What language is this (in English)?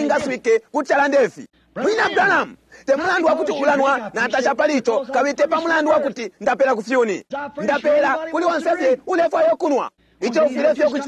Bemba